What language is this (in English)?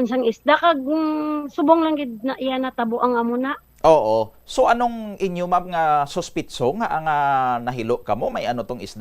Hiligaynon